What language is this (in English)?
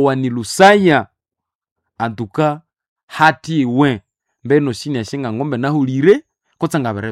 Nande